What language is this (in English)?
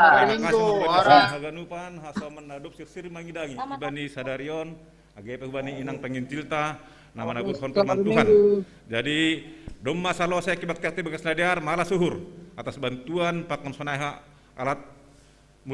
Batak Simalungun